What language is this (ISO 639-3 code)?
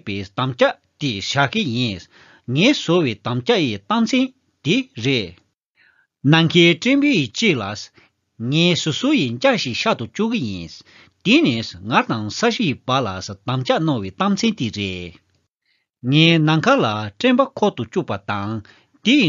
bod